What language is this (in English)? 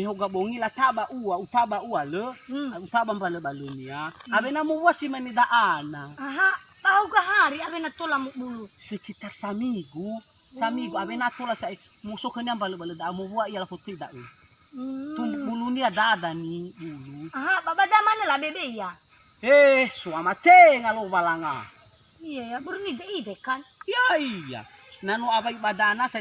Nias